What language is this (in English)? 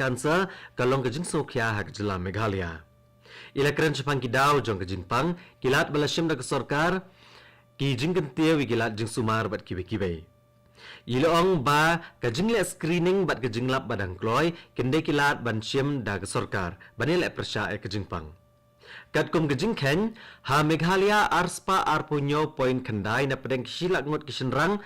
Khasi